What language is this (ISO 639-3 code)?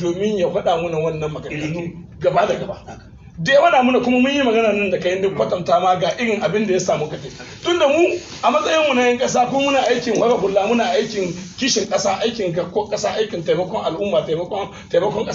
hau